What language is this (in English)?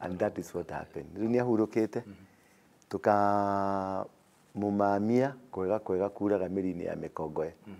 Kikuyu